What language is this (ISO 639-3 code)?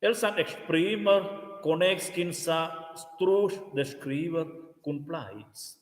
roh